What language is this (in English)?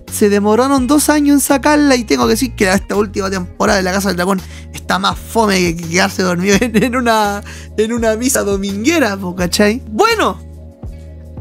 Spanish